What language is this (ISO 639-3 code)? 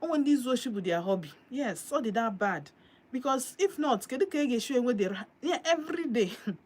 ibo